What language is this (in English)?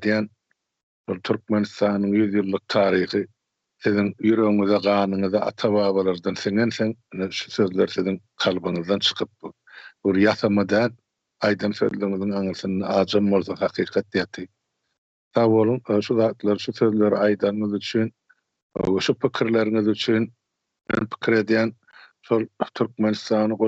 Turkmen